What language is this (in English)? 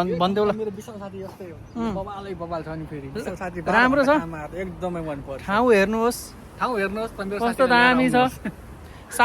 Nepali